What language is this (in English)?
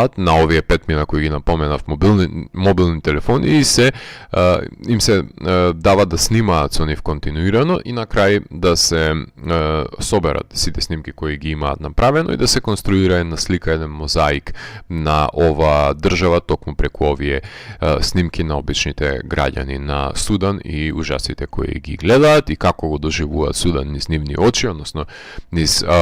Macedonian